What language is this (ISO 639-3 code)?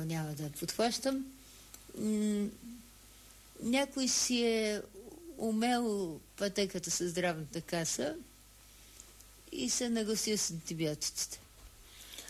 bul